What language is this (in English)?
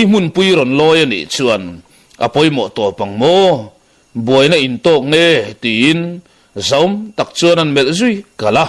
Mizo